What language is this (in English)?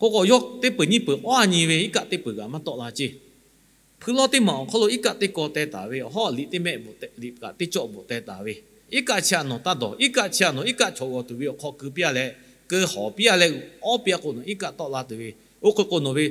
Lahu